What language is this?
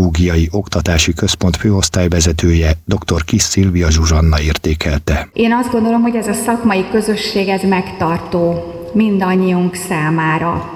Hungarian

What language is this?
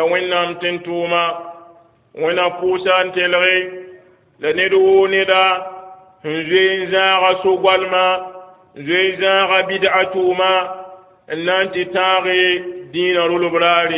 Mossi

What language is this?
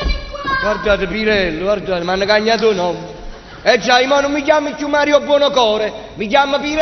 Neapolitan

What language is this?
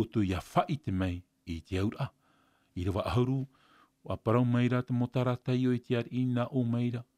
Tahitian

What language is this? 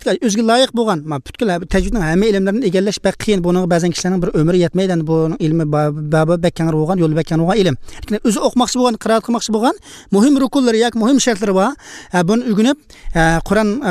Uzbek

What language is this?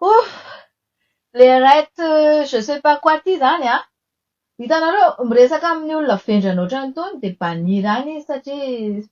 Malagasy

